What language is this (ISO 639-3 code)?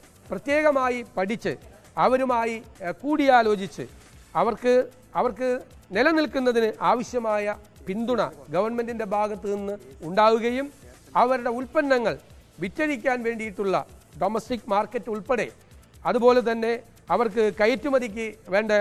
mal